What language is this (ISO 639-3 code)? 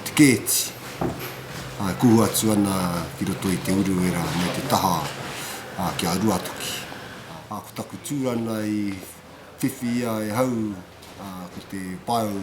mri